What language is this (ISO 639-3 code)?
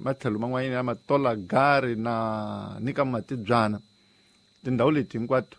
tso